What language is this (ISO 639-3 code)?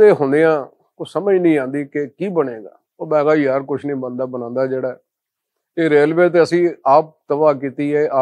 lah